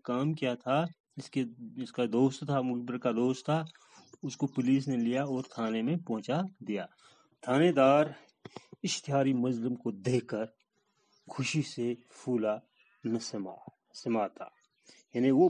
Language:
Urdu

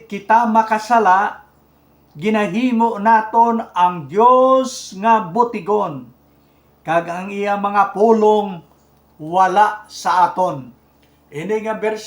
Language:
Hiligaynon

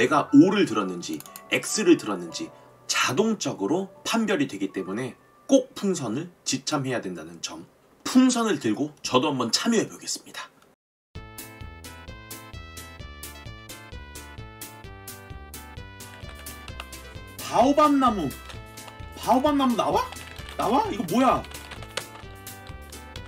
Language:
Korean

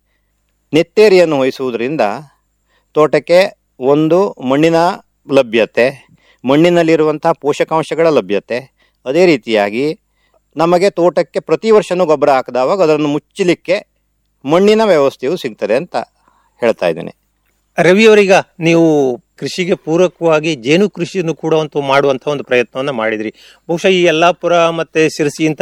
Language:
Kannada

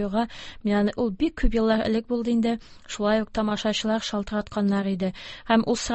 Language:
Tatar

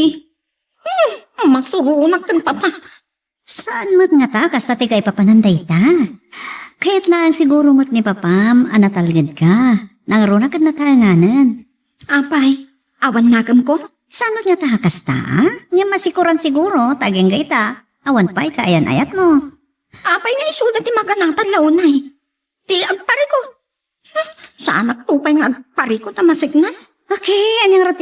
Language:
Iloko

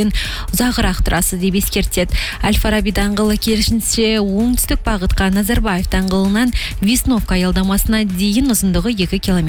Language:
Kazakh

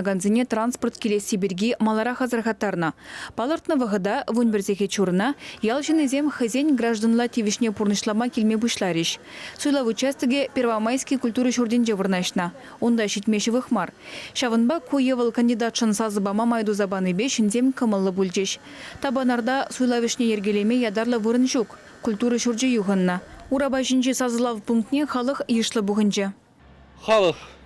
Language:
Chuvash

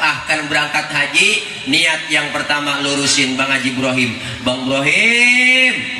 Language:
Betawi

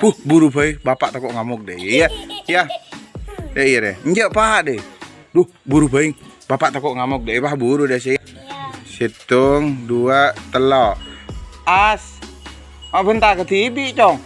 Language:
Madurese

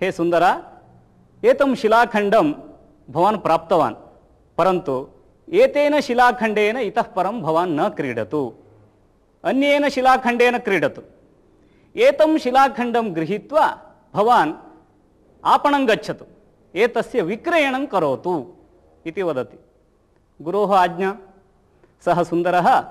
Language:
Sanskrit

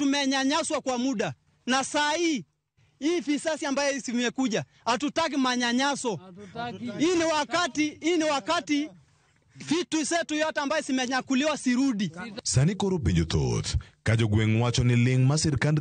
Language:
Luo (Kenya and Tanzania)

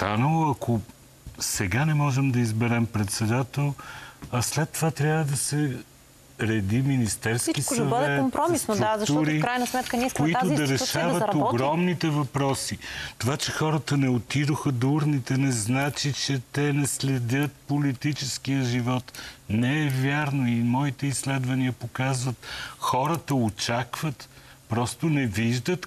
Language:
Bulgarian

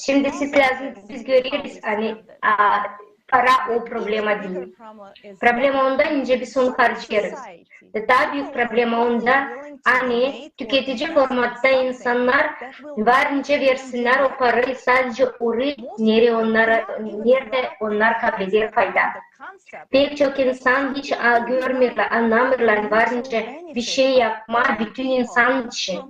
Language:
Gagauz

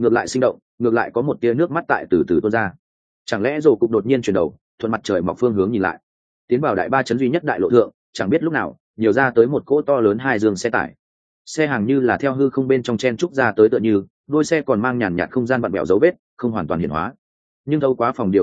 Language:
Vietnamese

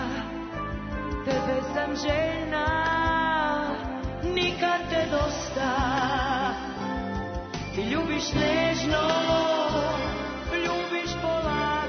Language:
Serbian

